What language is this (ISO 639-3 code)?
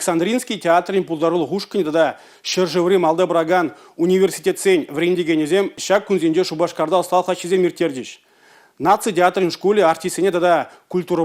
chv